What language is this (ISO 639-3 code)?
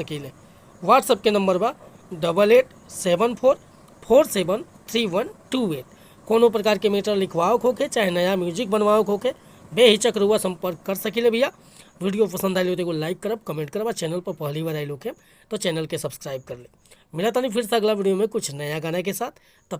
bho